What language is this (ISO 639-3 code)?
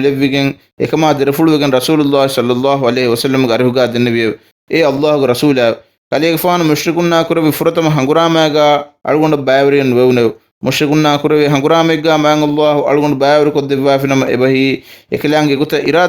div